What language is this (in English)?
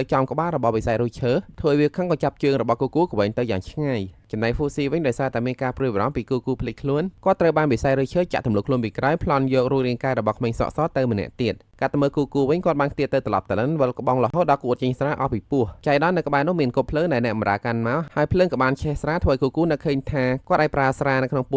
Khmer